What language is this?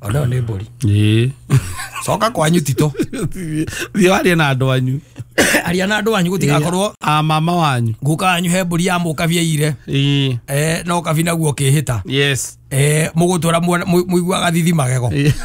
Kikuyu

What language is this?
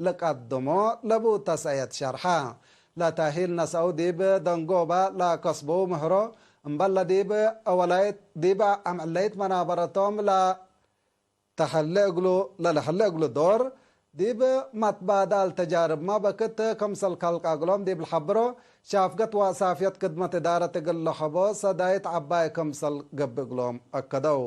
Tigre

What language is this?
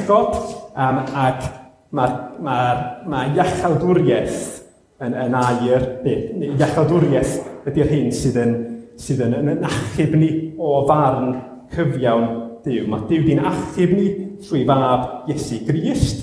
Welsh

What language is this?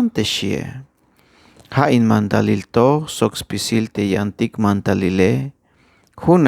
Tzeltal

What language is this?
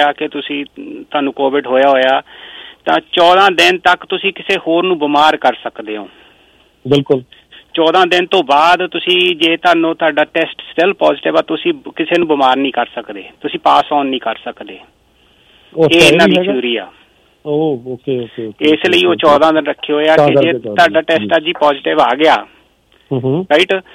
Punjabi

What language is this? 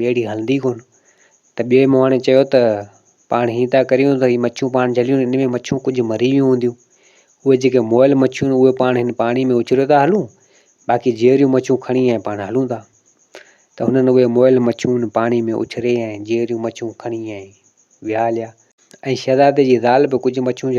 Sindhi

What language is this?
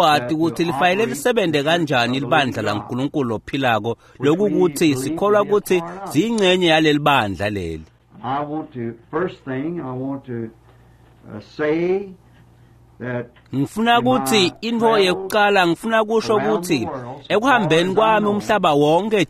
Swati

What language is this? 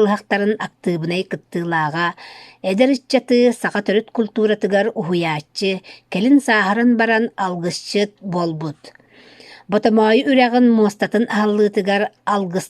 Yakut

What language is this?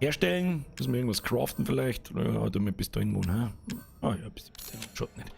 Bavarian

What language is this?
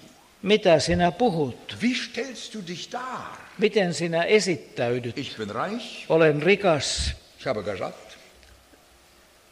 Finnish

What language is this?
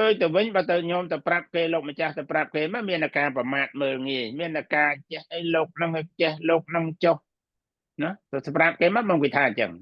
Khmer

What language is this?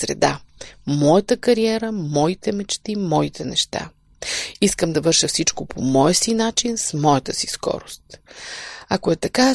Bulgarian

